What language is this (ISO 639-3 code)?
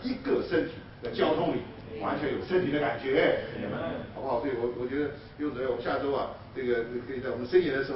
zho